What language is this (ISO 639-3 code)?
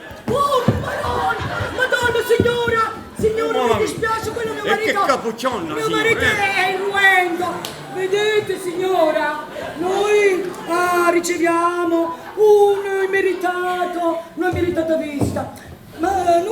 nap